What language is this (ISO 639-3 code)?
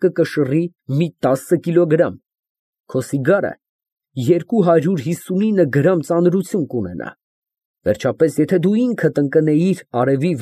hye